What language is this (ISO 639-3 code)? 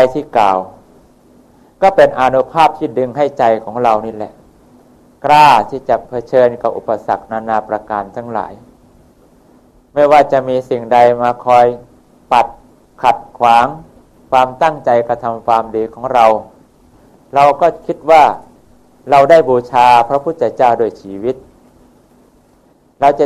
tha